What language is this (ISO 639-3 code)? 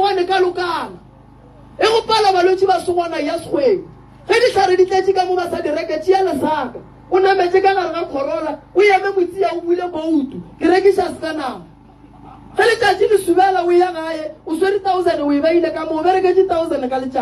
nso